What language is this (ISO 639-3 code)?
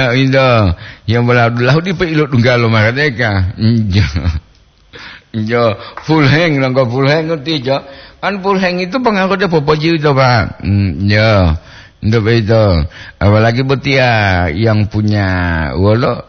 gor